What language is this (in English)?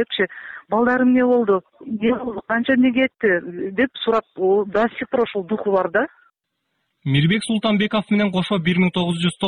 Kyrgyz